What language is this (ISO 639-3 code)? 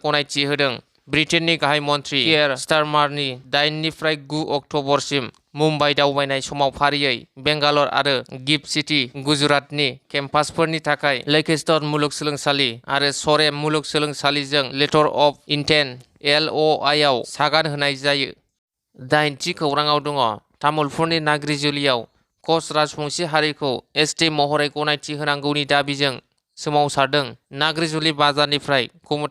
brx